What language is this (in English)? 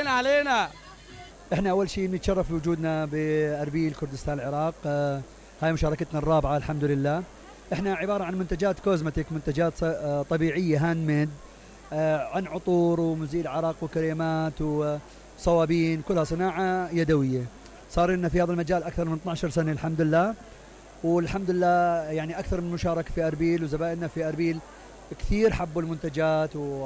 Mesopotamian Arabic